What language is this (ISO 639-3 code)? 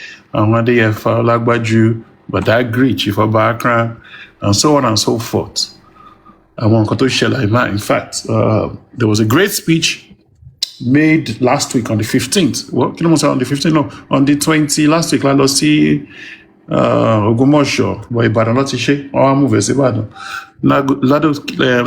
yor